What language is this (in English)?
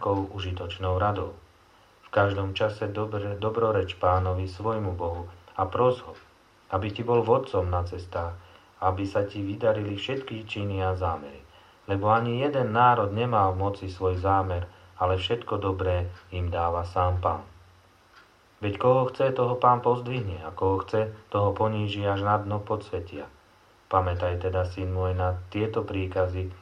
Slovak